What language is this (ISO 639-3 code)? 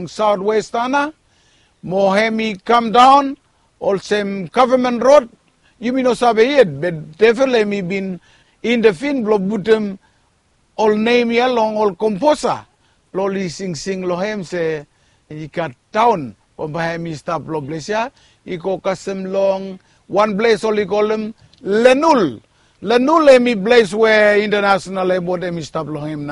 bis